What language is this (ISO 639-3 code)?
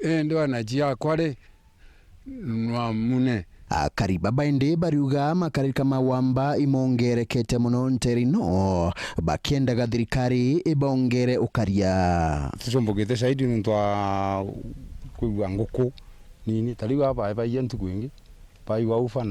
mer